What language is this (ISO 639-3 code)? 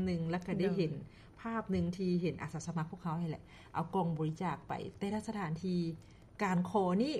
lao